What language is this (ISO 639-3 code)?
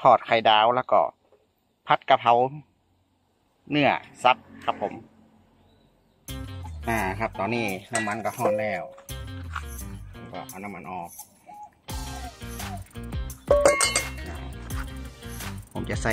tha